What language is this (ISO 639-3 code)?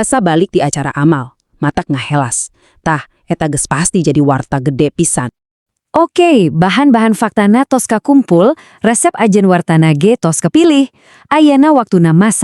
sun